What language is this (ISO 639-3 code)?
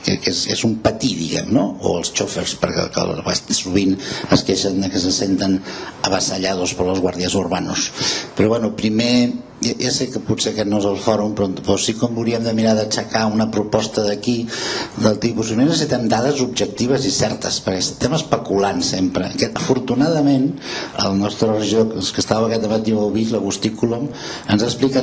cat